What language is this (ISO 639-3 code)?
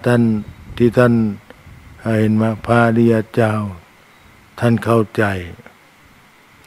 tha